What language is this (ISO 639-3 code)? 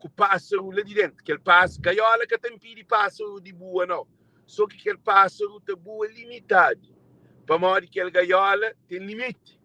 kea